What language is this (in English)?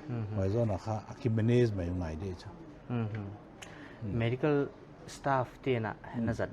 Paite Chin